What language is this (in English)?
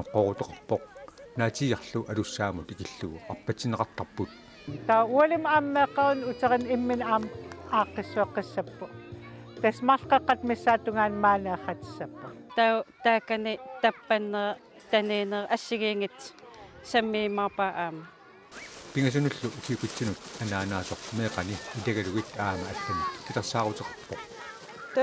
Kalaallisut